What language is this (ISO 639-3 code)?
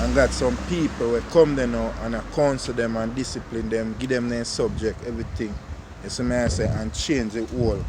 jam